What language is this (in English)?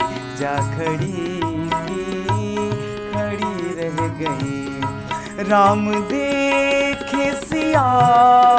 Hindi